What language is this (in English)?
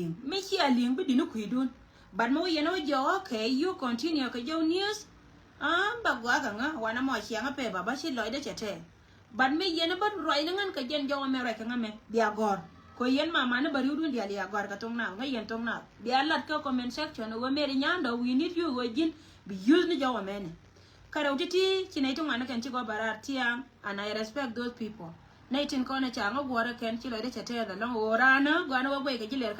Nuer